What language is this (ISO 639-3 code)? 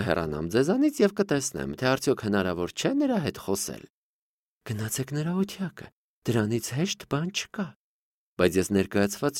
hye